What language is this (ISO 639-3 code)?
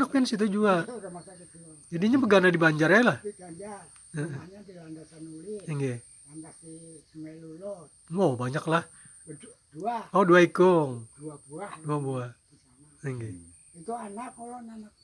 bjn